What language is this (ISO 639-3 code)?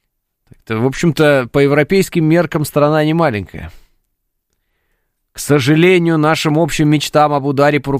rus